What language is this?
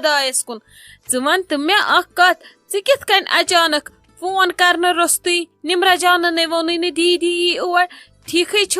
Kashmiri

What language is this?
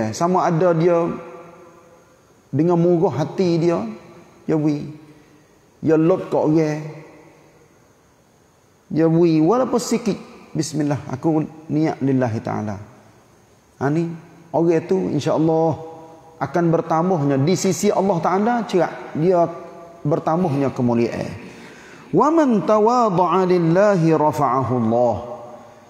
Malay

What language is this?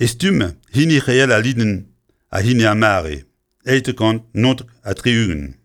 Breton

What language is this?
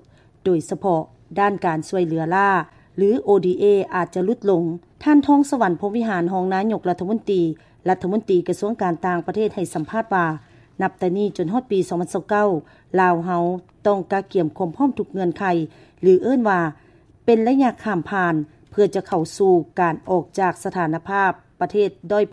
Lao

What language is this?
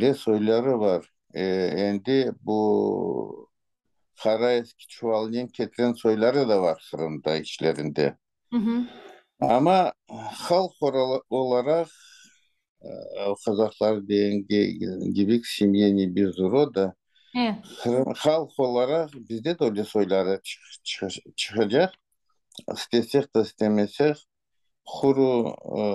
Crimean Tatar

